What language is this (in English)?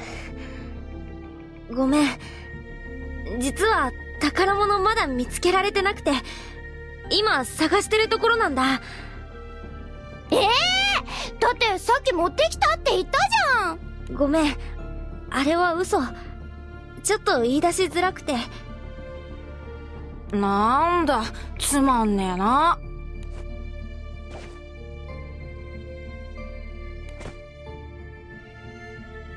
Japanese